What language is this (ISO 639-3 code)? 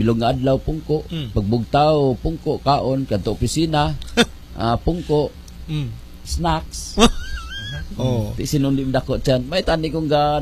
hil